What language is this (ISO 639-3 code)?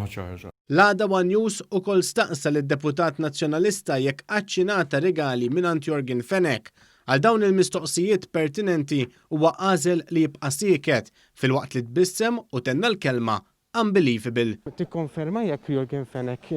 mlt